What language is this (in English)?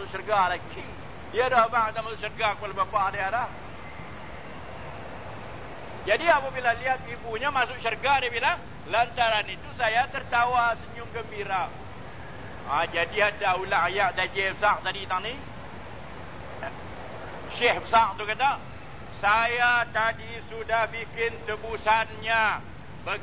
Malay